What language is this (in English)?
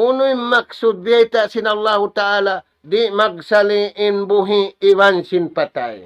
Tausug